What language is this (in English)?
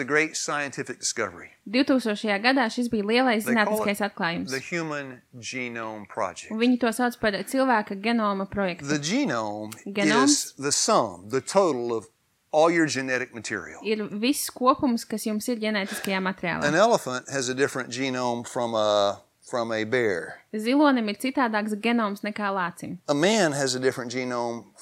Latvian